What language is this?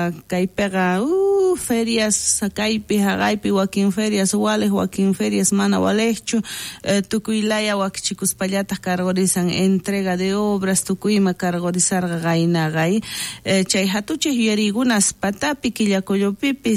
South Bolivian Quechua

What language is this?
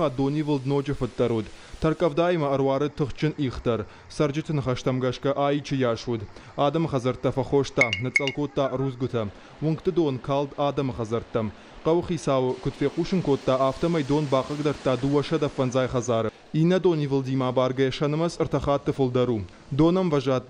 Ossetic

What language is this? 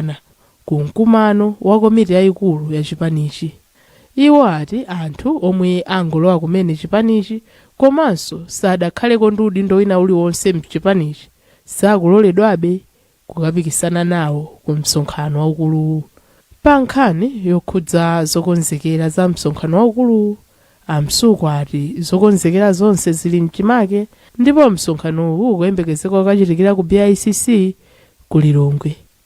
Nyanja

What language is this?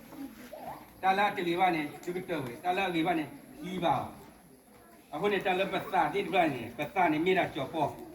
S'gaw Karen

